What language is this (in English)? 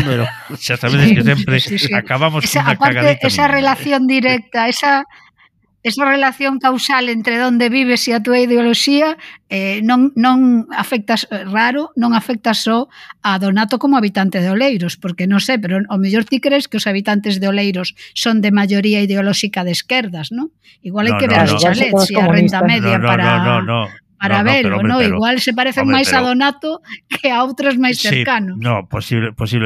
Galician